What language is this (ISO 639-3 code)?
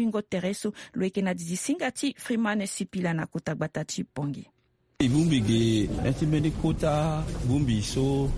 sag